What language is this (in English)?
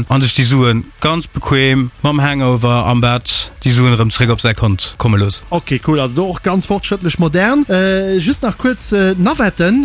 Luxembourgish